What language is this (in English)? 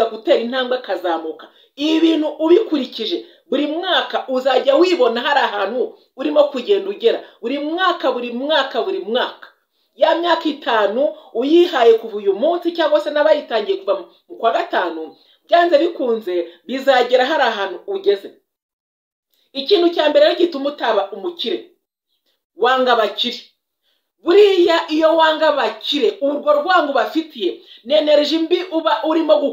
Kinyarwanda